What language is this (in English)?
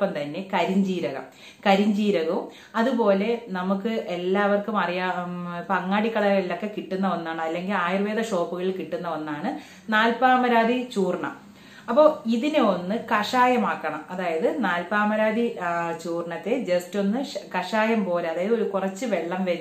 Malayalam